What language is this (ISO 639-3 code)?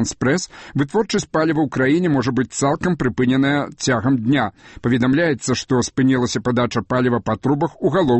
bel